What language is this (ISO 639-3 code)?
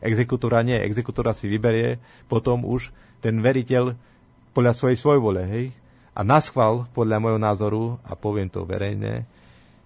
slk